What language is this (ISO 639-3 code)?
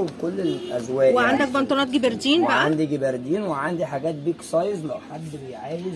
arz